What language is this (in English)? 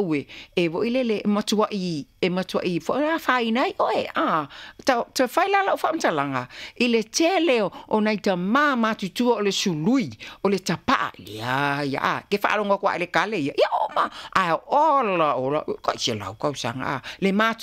Samoan